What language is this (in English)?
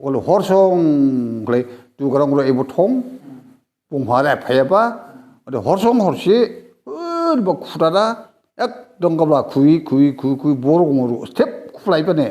Dimasa